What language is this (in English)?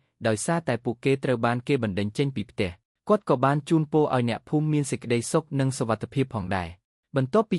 Khmer